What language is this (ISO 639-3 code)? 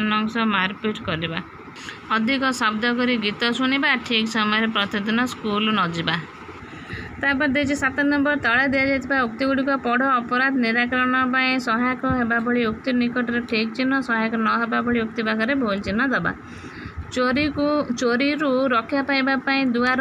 ori